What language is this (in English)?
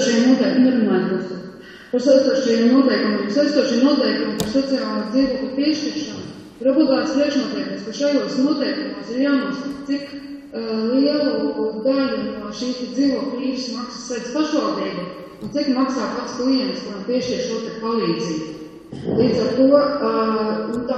Latvian